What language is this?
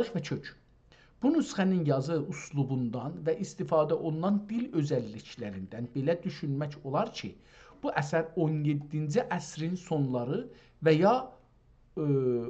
South Azerbaijani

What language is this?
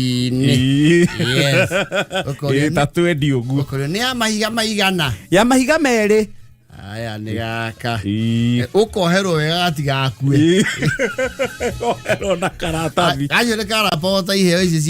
Kikuyu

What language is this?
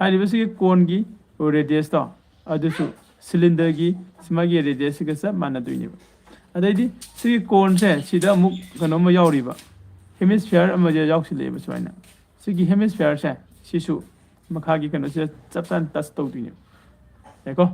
Manipuri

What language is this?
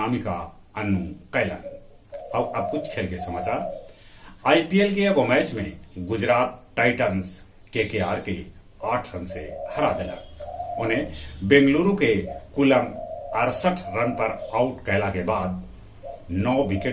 Magahi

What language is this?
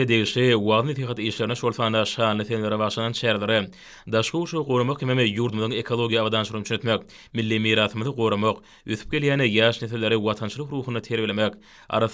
Turkmen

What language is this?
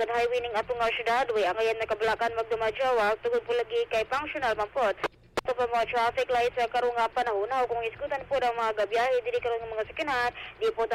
Cebuano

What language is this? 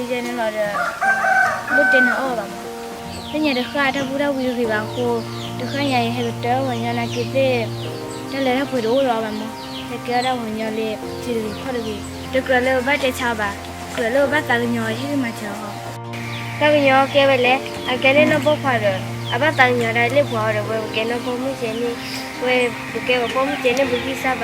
S'gaw Karen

